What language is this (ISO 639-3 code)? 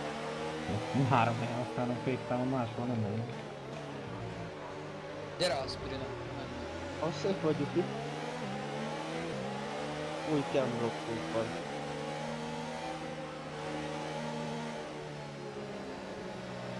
hun